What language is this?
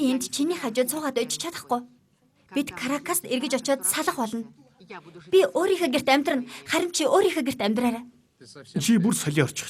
Mongolian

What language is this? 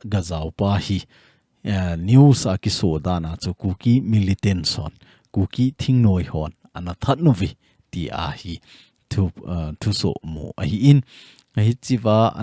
Thado Chin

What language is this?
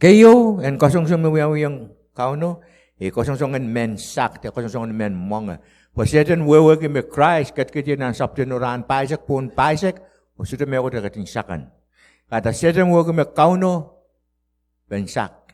Pohnpeian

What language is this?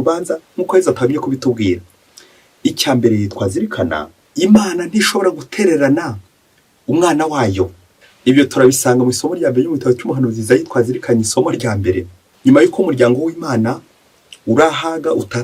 Kinyarwanda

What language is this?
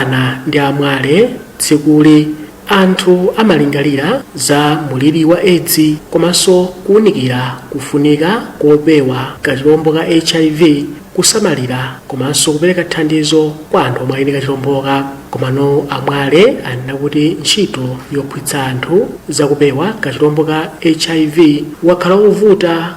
Nyanja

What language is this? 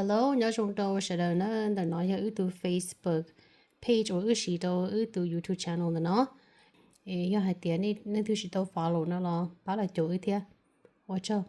Hmong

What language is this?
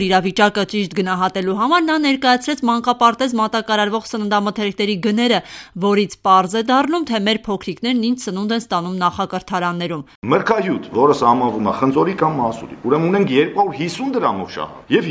Armenian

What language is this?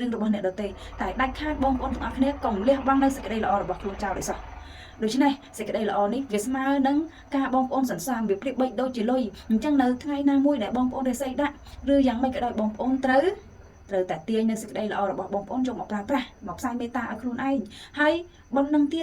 Khmer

